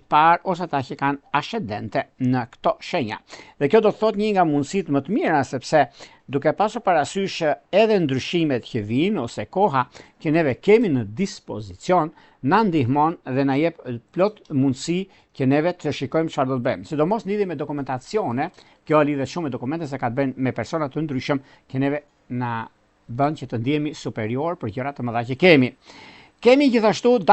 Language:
Albanian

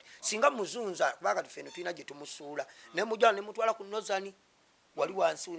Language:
Ganda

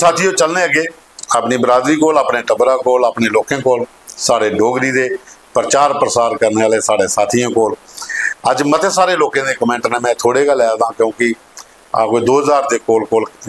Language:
Dogri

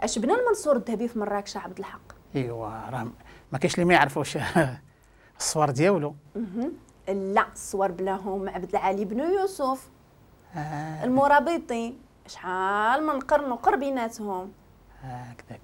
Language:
Moroccan Arabic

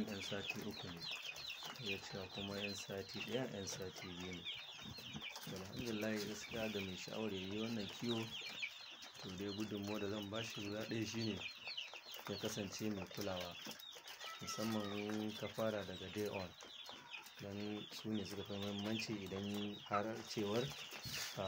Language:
Hausa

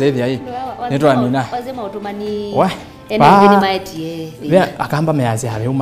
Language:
Kamba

